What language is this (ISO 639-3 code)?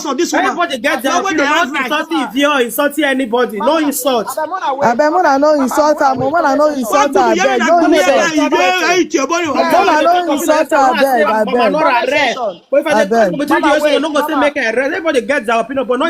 pcm